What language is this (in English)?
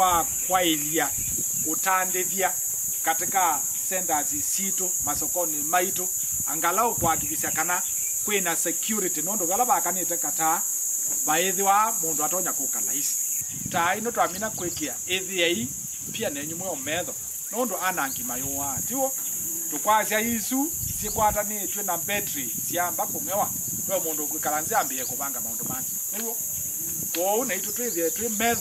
Kamba